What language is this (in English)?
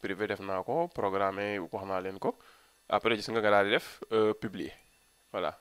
Wolof